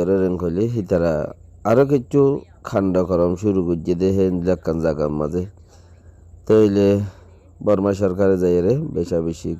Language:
Rohingya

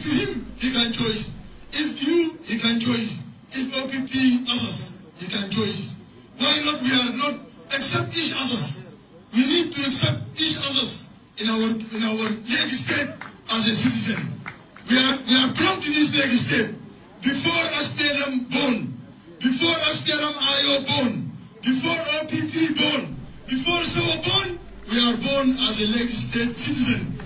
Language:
Nuer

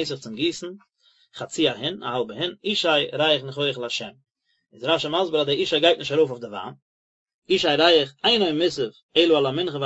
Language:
Yiddish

